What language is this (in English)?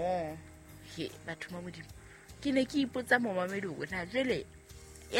Southern Sotho